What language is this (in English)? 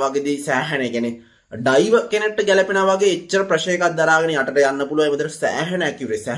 Sinhala